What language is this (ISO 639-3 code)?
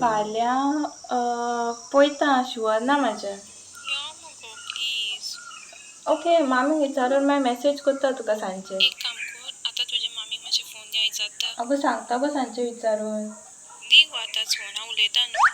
kok